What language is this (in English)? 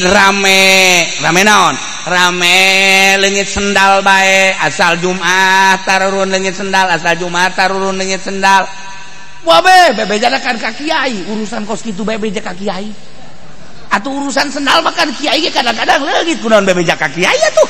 Sundanese